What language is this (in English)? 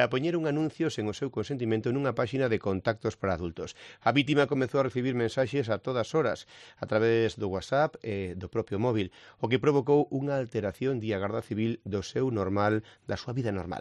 Galician